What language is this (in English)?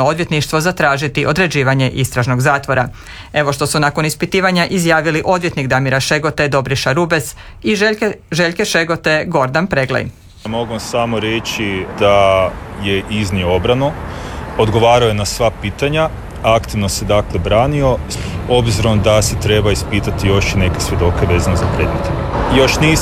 Croatian